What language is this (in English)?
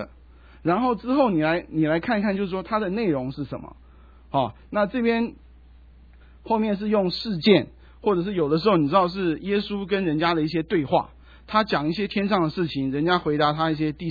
Chinese